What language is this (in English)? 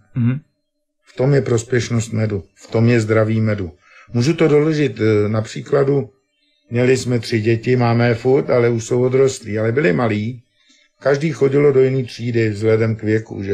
Czech